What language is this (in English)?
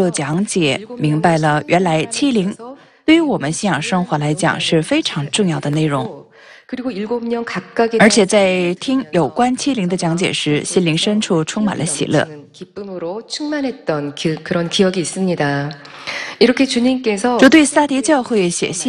Chinese